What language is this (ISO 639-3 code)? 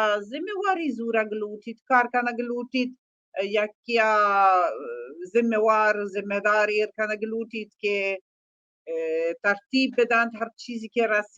bal